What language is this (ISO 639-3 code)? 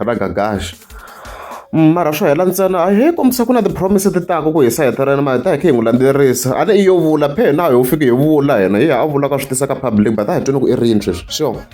tso